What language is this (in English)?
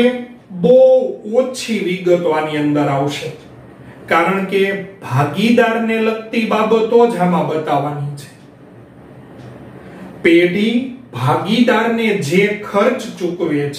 Gujarati